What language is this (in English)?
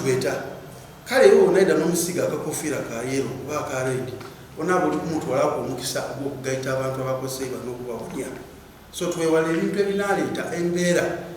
Soga